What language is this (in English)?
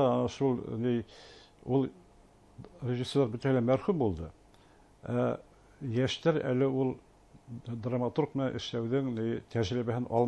Bashkir